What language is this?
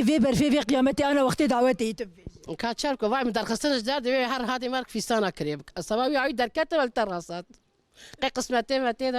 Kurdish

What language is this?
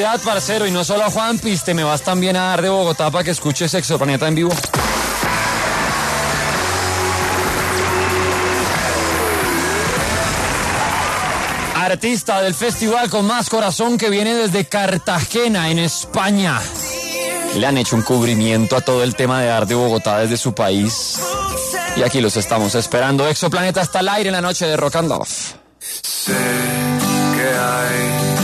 Spanish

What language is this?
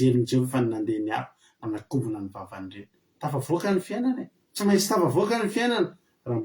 Malagasy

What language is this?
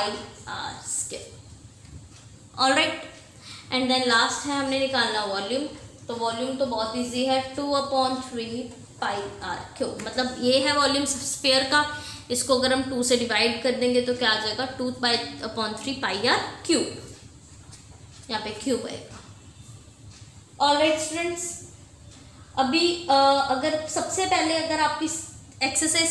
Hindi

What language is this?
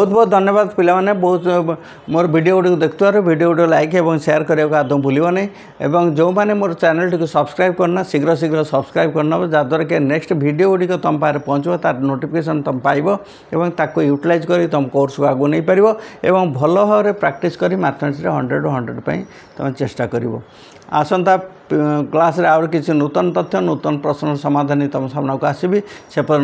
Odia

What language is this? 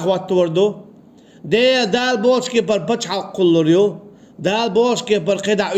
Chechen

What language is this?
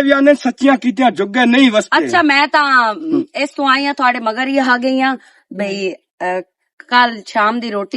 Western Panjabi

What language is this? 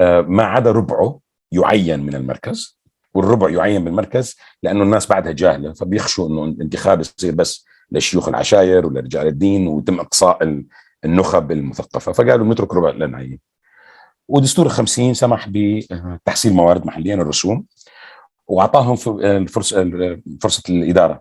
North Levantine Arabic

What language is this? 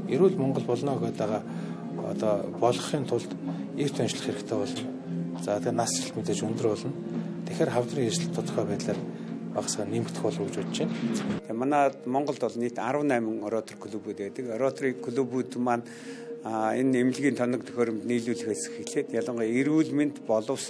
Mongolian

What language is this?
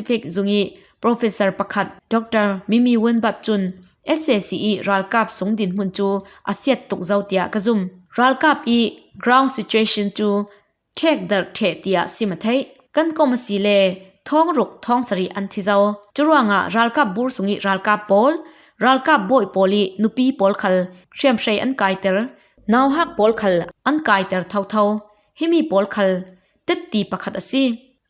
Falam Chin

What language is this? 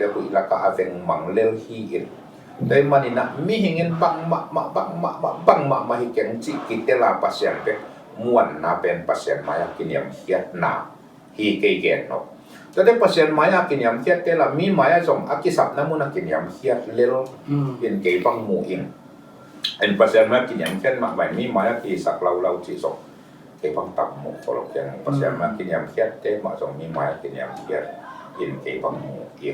Tedim Chin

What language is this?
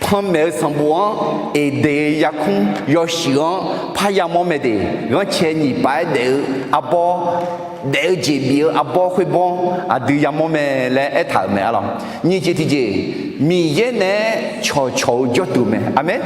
Akha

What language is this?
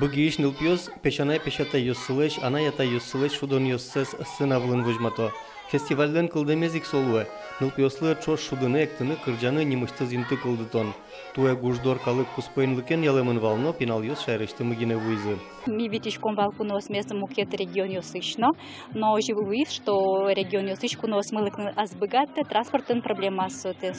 Udmurt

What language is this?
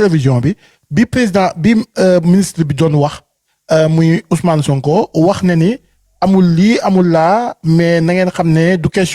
Wolof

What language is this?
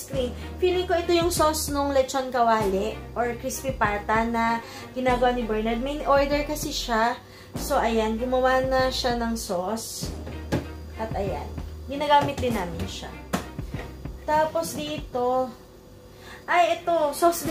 Filipino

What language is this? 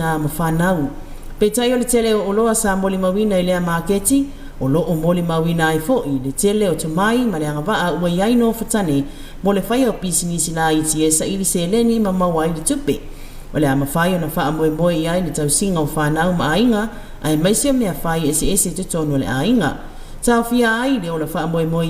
Samoan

